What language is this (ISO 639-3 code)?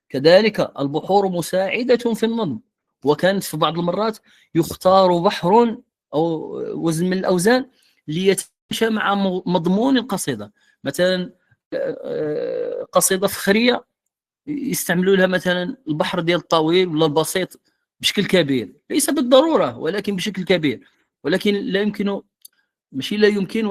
ary